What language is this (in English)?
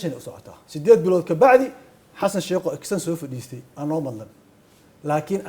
Somali